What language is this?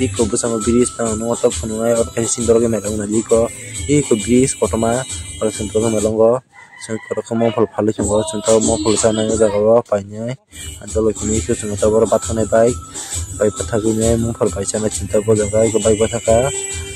Kok Borok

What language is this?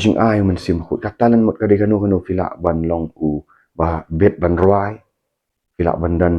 Khasi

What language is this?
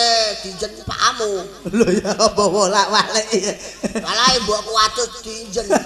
Javanese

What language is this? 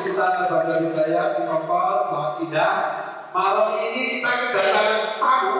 Betawi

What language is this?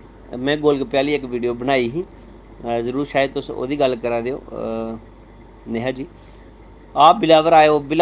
Dogri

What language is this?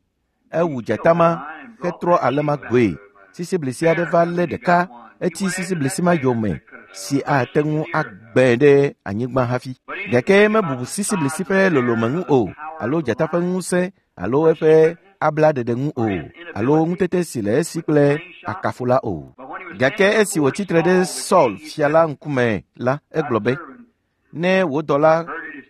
Ewe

